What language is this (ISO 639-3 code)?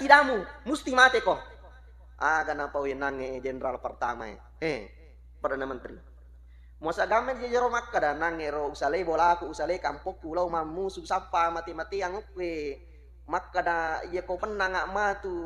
bug